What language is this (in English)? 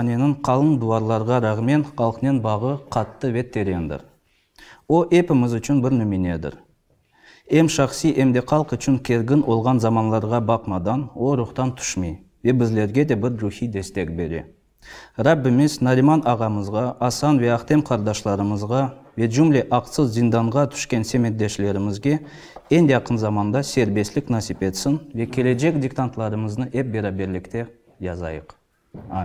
Crimean Tatar